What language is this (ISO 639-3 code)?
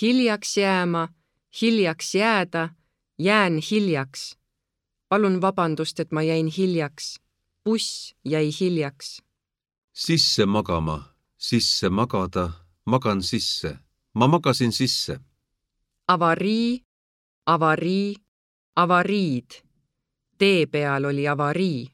est